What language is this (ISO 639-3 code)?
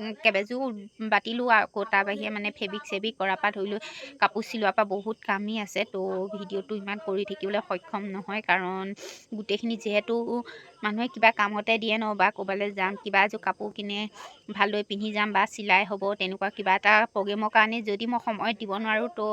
asm